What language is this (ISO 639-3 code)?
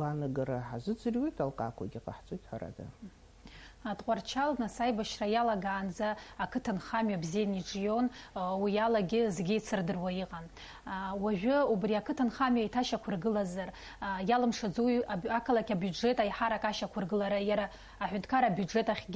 abk